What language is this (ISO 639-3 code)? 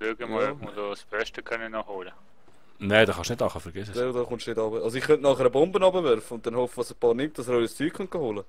gsw